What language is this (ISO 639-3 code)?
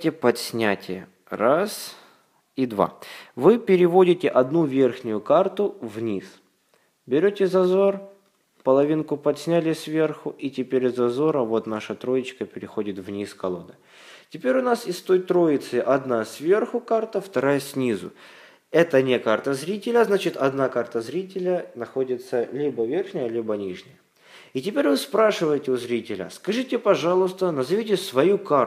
rus